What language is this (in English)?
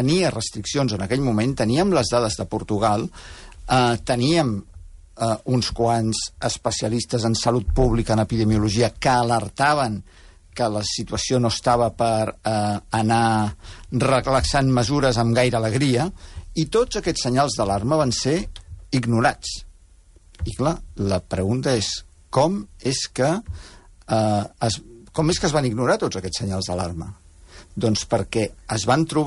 Catalan